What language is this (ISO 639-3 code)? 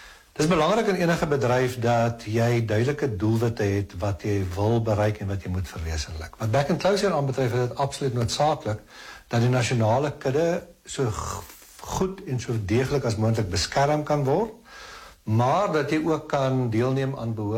afr